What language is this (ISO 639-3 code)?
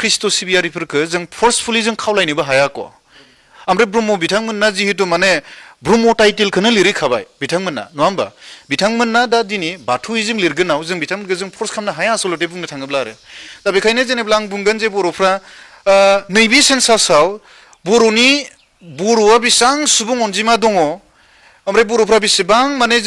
brx